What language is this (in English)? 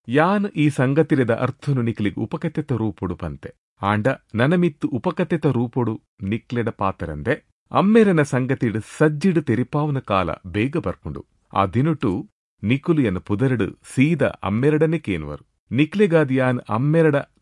Tulu